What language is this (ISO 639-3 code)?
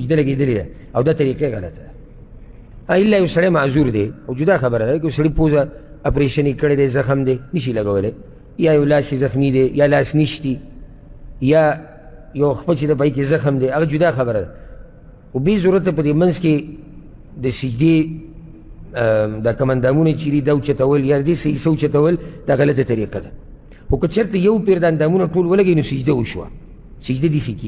pus